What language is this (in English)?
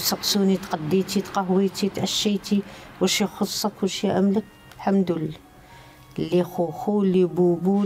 Algerian Arabic